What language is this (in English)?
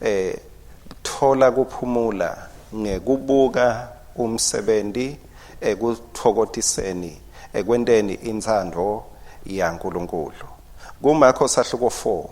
Swati